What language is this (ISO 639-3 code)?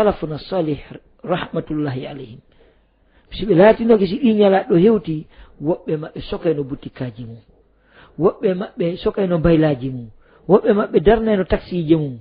ful